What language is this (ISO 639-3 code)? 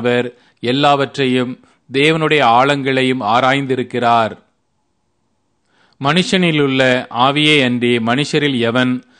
tam